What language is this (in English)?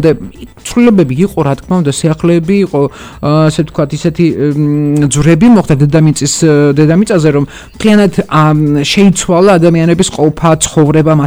Georgian